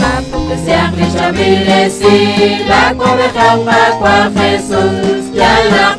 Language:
Kekchí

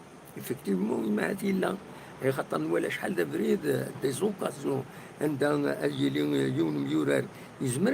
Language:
Kabyle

